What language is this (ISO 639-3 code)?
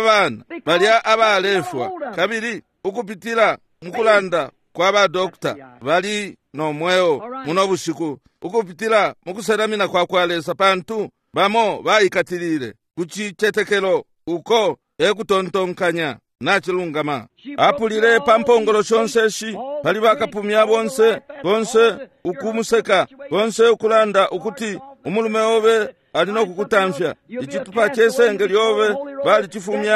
bem